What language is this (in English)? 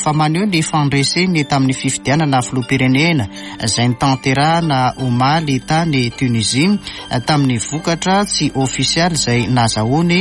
Malagasy